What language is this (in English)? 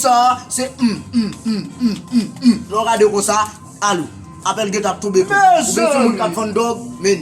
Haitian Creole